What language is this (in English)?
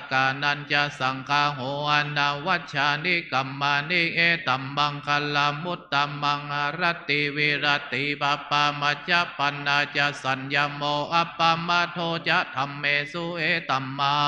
Pali